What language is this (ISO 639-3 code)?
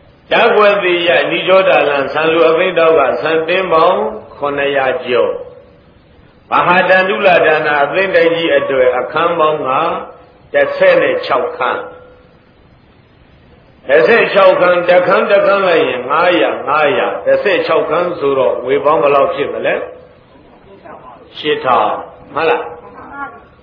mya